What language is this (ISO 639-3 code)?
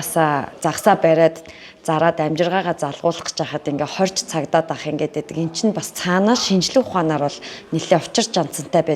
mon